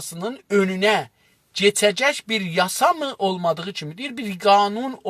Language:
South Azerbaijani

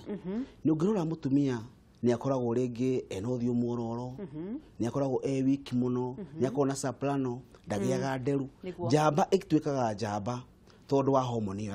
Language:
Kikuyu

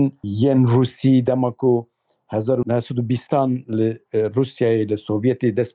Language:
Kurdish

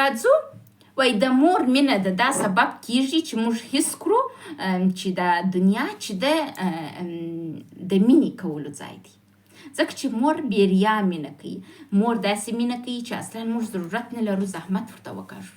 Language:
Pashto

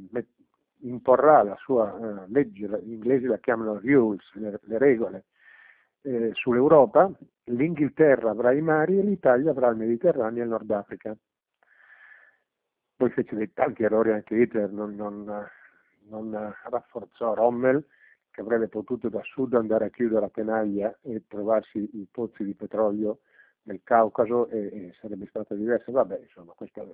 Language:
Italian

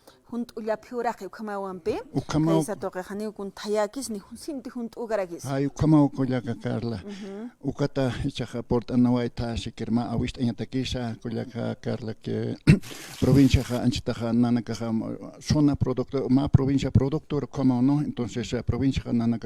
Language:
Aymara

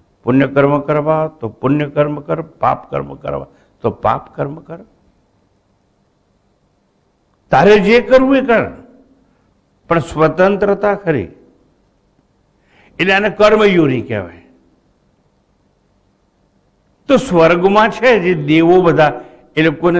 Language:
Gujarati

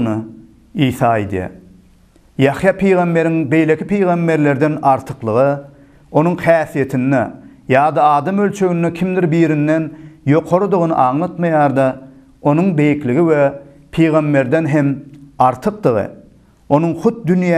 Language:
Turkmen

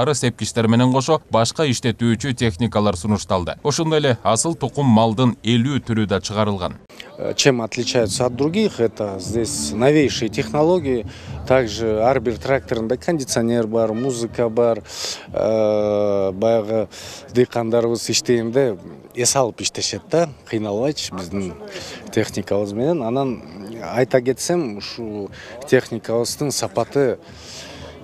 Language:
Kyrgyz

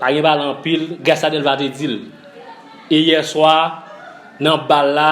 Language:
Haitian Creole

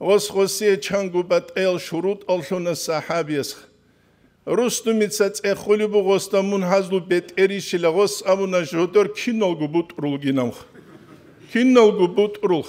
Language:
Avaric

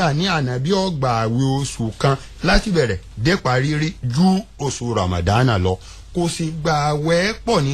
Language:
Yoruba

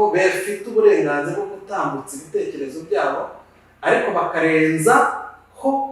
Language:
Kinyarwanda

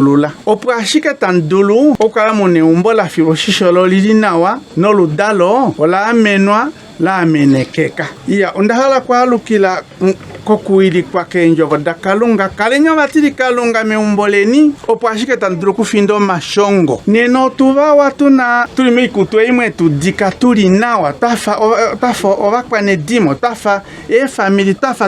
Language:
Ndonga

